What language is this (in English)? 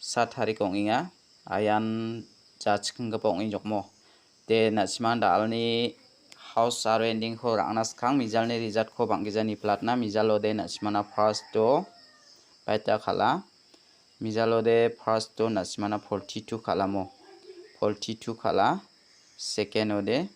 Garo